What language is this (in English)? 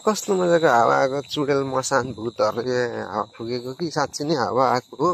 Nepali